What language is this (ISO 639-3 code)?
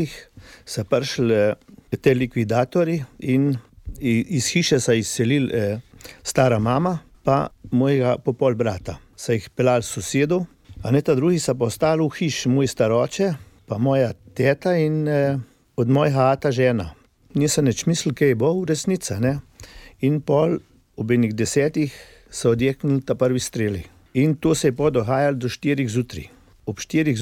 slv